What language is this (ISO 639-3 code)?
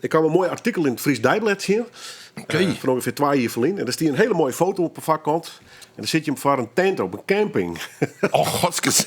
fry